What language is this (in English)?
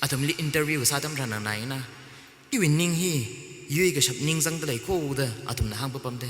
Tangkhul Naga (India)